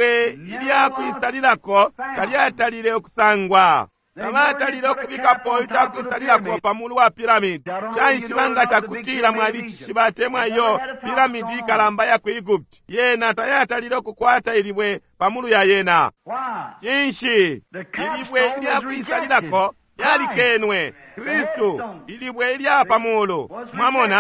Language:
Bemba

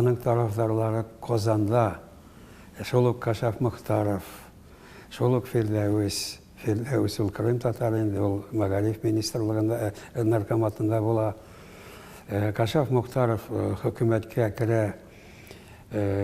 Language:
Tatar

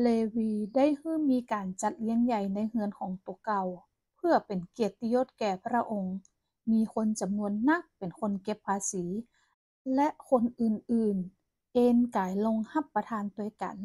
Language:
Northern Thai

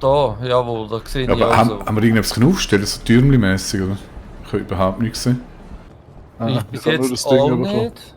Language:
Swiss German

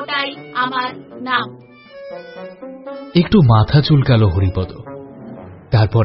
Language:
Bangla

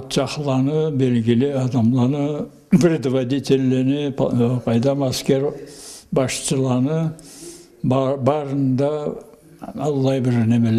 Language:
Karachay-Balkar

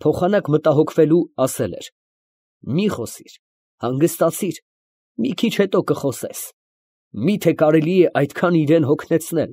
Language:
Armenian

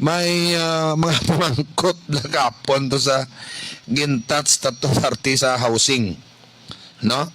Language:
Hiligaynon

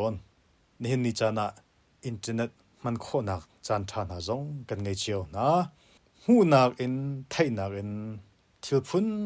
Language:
Hakha Chin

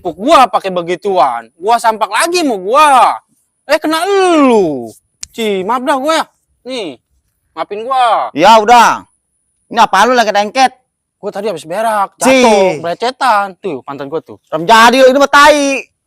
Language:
Betawi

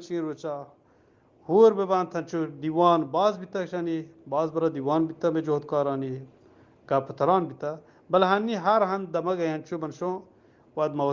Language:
Eastern Balochi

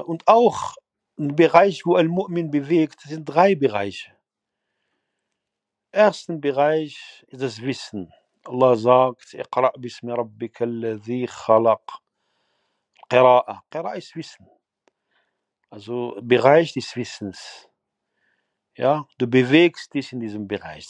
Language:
German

